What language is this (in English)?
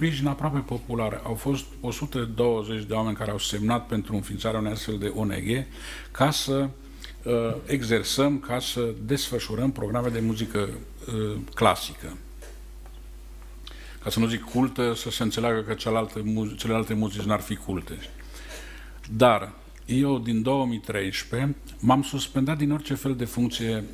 Romanian